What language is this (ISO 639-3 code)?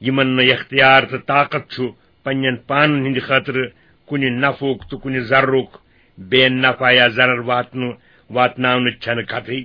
kas